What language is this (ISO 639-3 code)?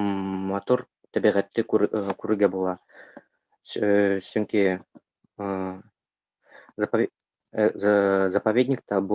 bak